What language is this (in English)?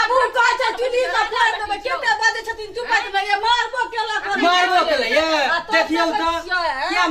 Maithili